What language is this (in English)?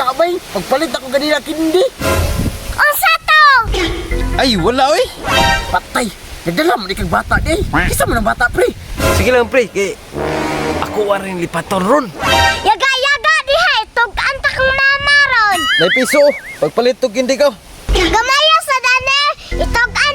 Cebuano